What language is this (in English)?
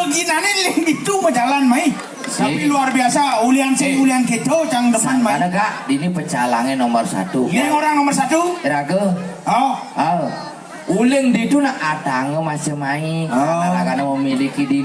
Balinese